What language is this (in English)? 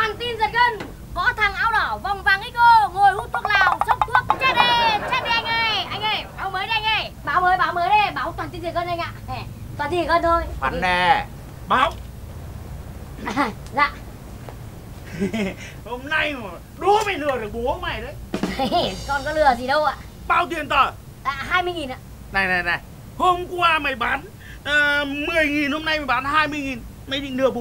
Vietnamese